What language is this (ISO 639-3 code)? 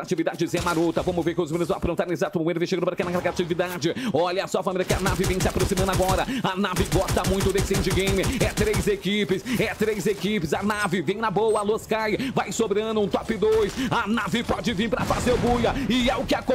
por